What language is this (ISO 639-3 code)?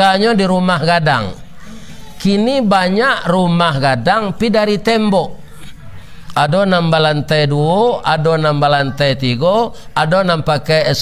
min